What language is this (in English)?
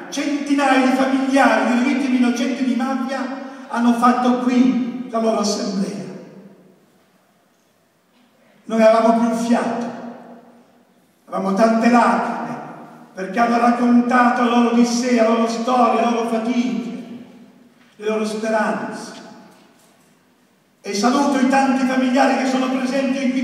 Italian